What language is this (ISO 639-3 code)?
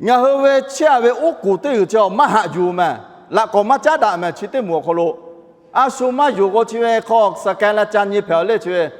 lhu